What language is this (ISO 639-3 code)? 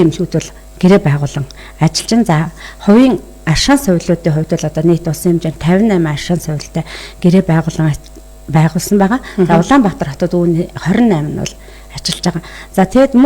mon